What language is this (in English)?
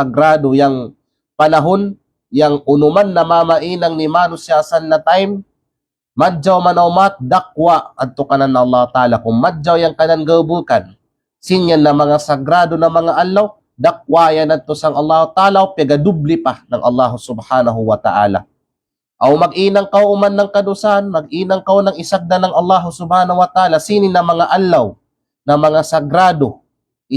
Kalagan